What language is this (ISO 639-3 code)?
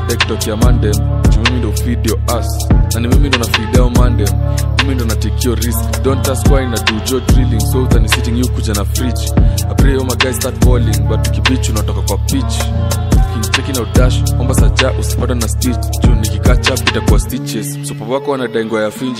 swa